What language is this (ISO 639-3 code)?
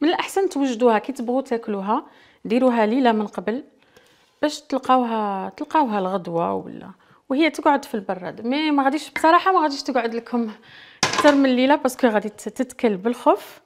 arq